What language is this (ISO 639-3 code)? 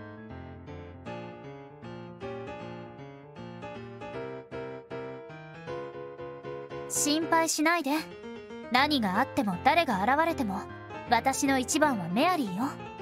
jpn